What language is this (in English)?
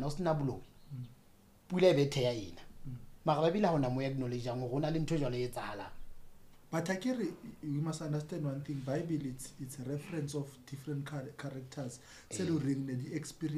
Southern Sotho